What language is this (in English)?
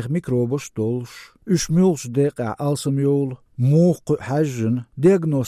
Chechen